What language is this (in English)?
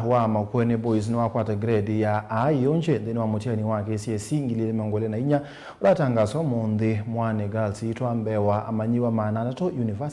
Kamba